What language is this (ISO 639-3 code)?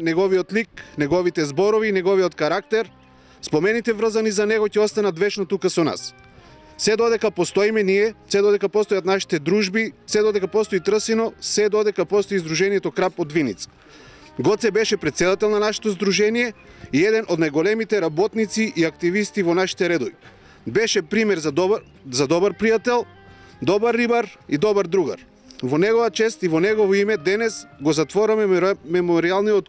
mkd